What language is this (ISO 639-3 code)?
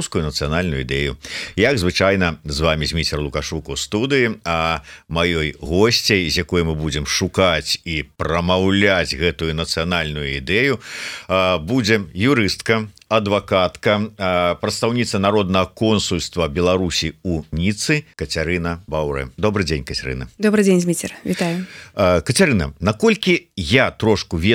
bel